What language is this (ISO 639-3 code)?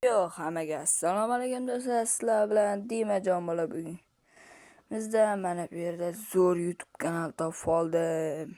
uzb